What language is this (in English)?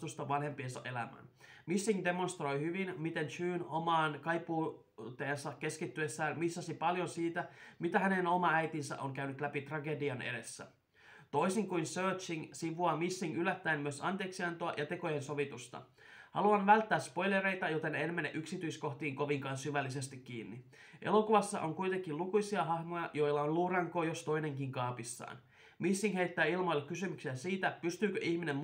Finnish